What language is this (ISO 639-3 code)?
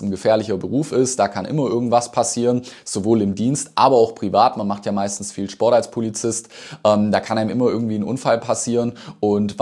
deu